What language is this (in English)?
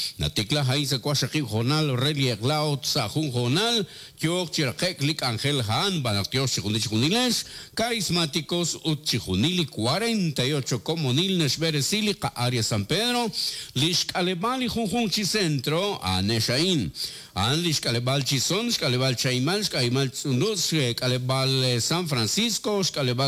Kekchí